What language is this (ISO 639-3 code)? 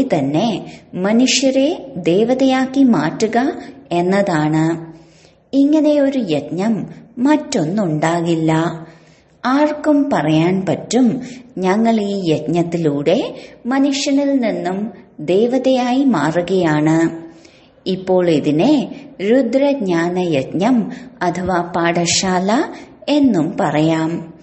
mal